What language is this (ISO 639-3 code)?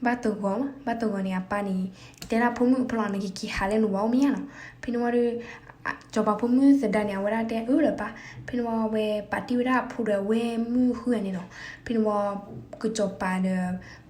ksw